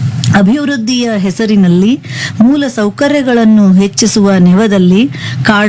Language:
Kannada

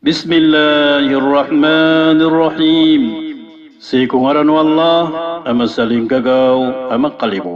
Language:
Maranao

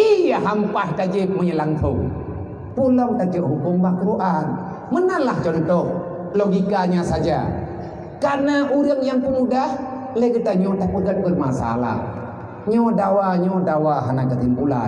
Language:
Achinese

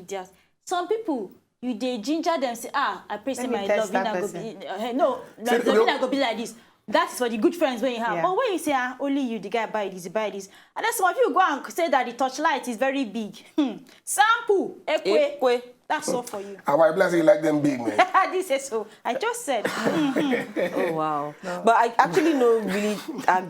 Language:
Nigerian Pidgin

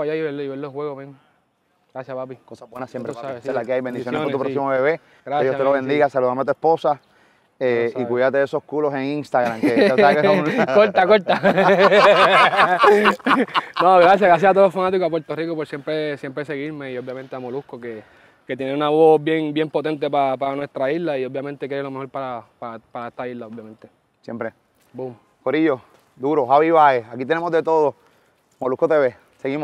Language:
Spanish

